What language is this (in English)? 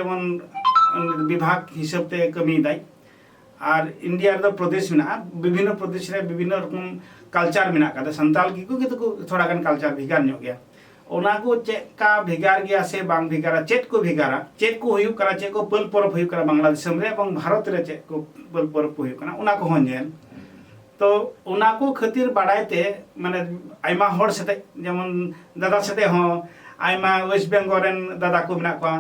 Santali